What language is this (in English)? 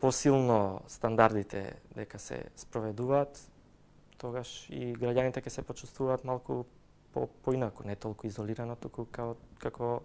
Macedonian